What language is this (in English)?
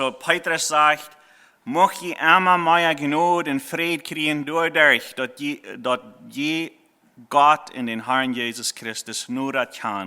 Plautdietsch